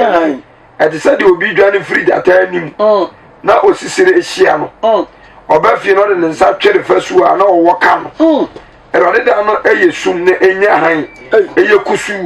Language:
Akan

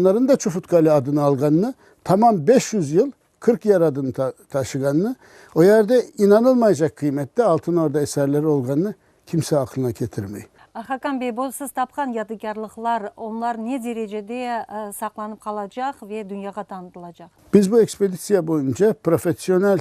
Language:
Crimean Tatar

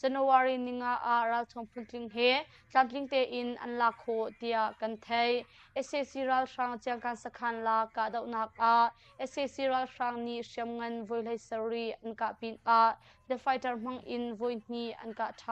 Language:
Hakha Chin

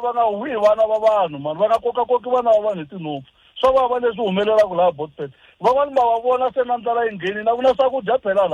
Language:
Tsonga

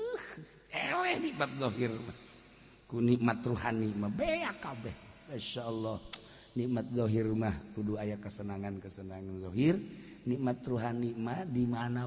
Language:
Sundanese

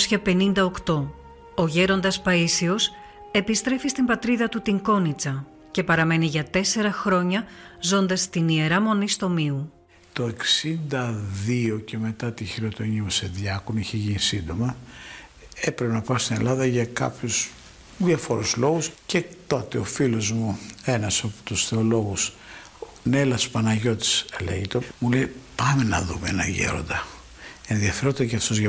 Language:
Greek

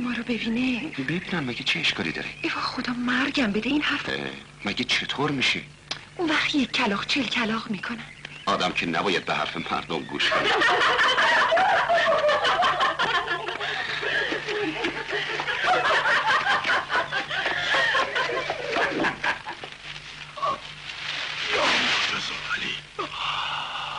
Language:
Persian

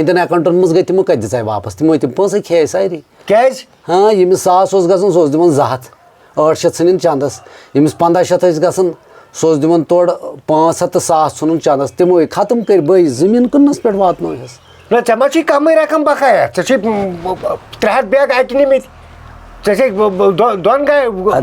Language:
Kashmiri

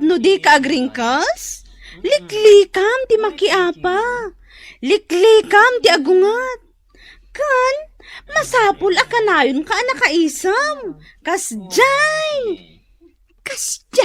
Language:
Iloko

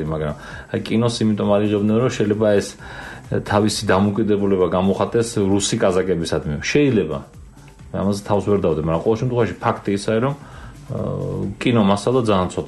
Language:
Georgian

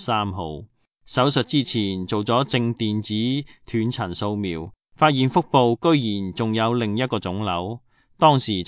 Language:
Cantonese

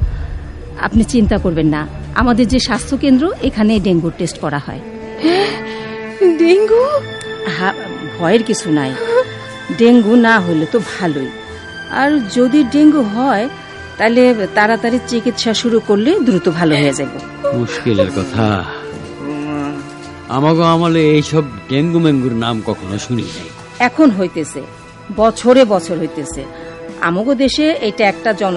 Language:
Bangla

